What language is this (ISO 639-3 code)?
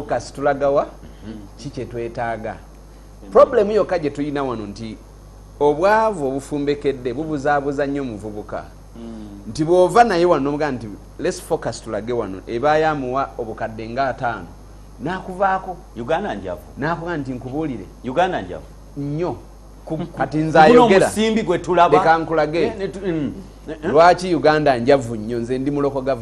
lug